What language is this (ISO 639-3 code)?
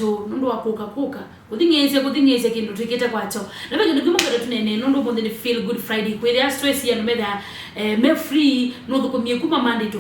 kam